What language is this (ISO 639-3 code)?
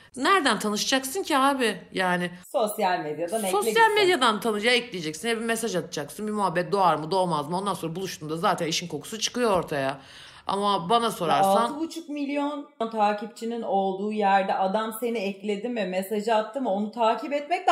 tur